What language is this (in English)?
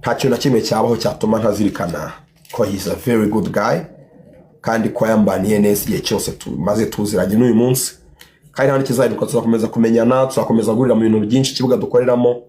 Kinyarwanda